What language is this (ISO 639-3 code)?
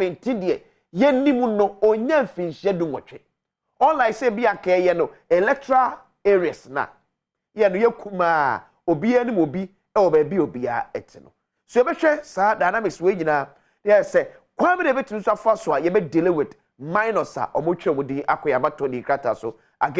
aka